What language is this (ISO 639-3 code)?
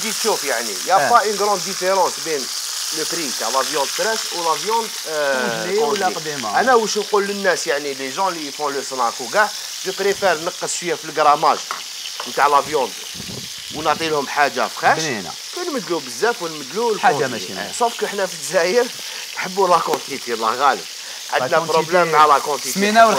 arq